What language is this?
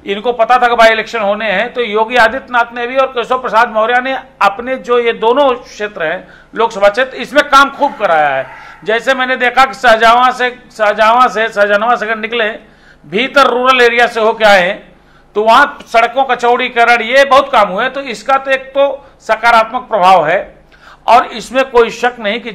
Hindi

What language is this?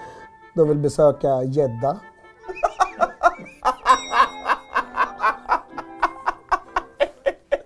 Swedish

